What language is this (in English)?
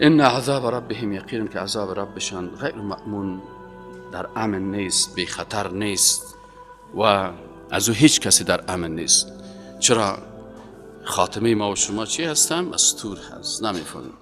Persian